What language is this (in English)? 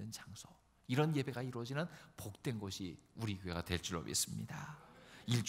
Korean